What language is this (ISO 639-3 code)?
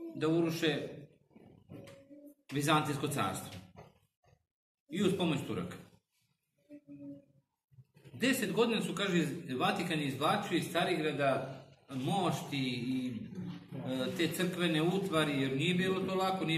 srp